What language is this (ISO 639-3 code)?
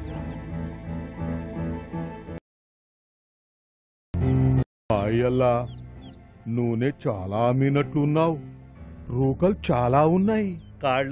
tel